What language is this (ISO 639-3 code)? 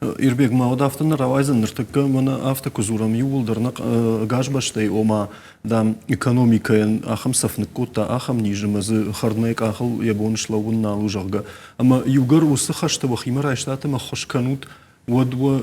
oss